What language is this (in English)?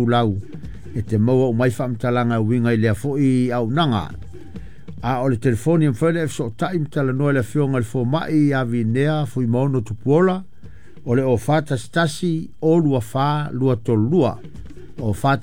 Samoan